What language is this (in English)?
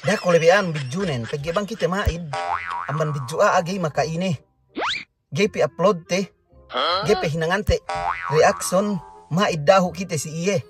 Yakan